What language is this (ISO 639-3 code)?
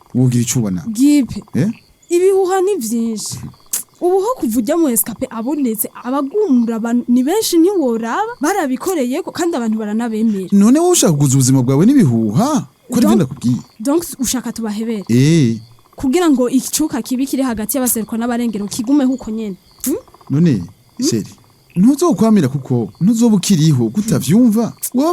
run